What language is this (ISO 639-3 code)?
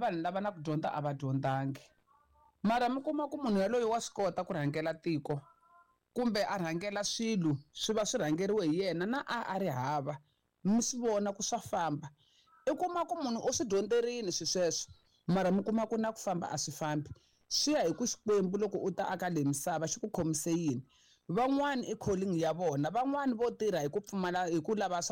tso